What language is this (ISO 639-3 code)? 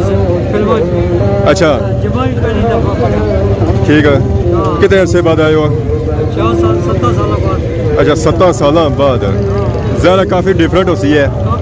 phr